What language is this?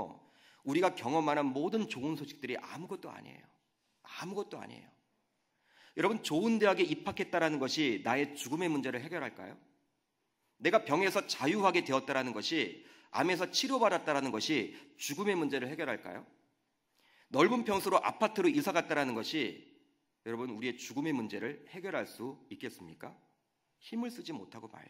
Korean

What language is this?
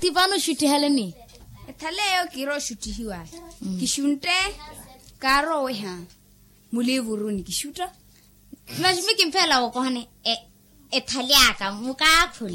Makhuwa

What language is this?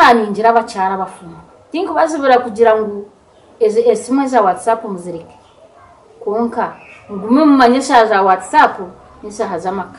Nyankole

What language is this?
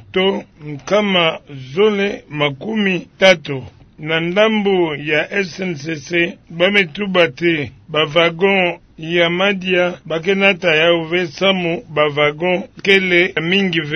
Kituba (Democratic Republic of Congo)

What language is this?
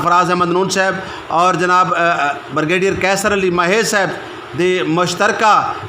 Saraiki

